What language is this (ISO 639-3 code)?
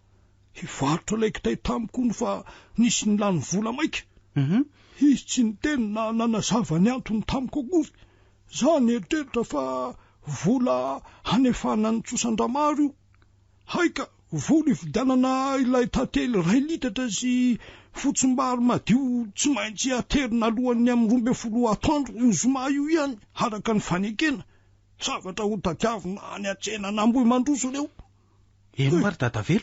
mlg